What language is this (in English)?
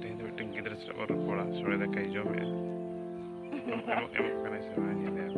Santali